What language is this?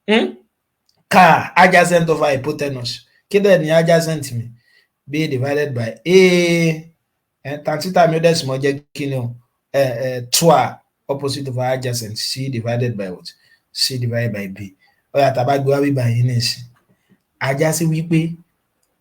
Yoruba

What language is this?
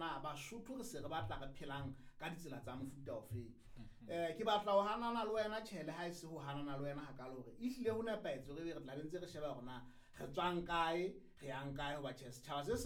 Southern Sotho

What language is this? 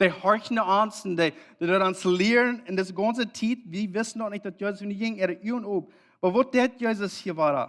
Plautdietsch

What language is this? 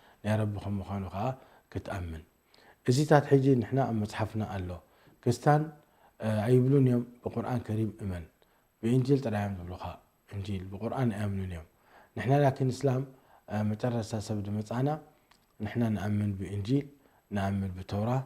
Tigrinya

